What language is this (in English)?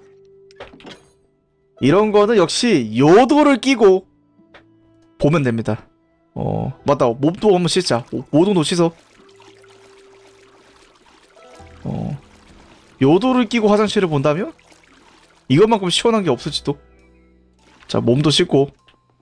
Korean